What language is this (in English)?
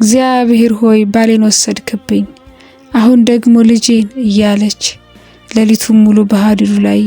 Amharic